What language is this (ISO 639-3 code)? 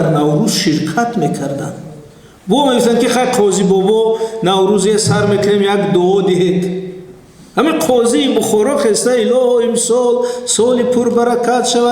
tgk